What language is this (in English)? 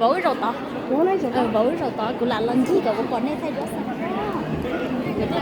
Hmong